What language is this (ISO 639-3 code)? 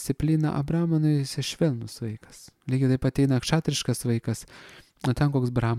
lit